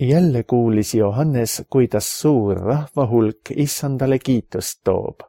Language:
Estonian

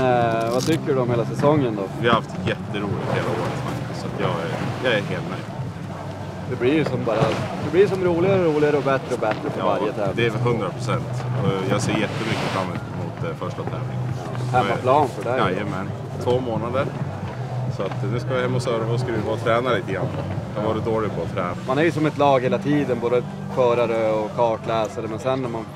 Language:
Swedish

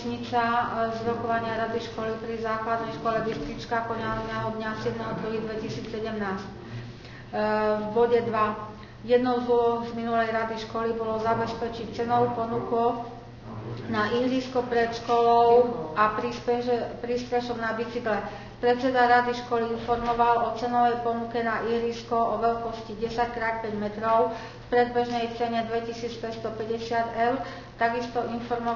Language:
Slovak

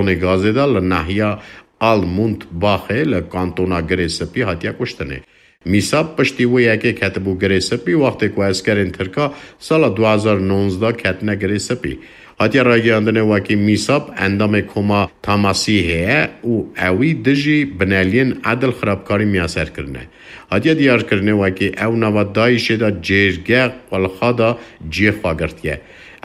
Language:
Kurdish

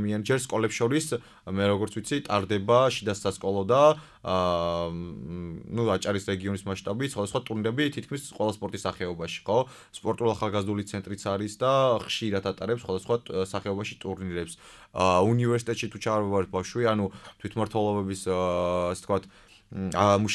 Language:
Georgian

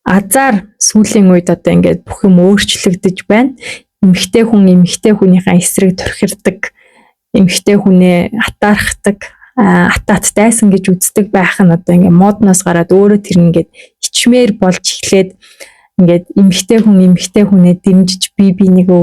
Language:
Mongolian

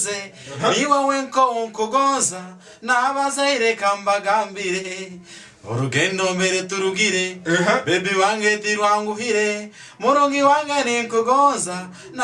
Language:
Tooro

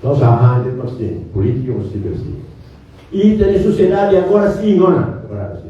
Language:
Tetum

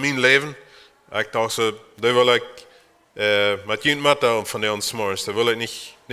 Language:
Plautdietsch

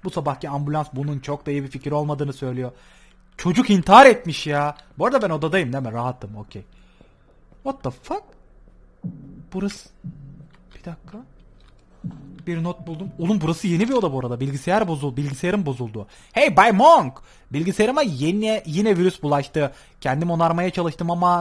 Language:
Turkish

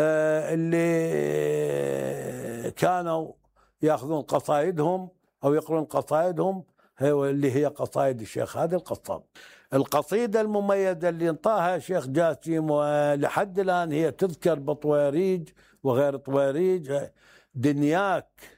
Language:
Mesopotamian Arabic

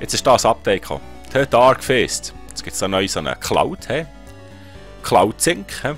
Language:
Swiss German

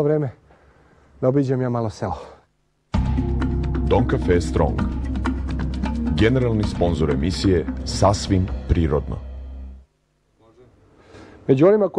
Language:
Serbian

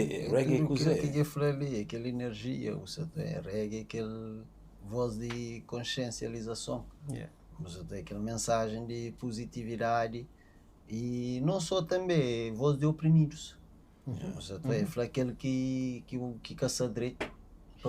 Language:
Kabuverdianu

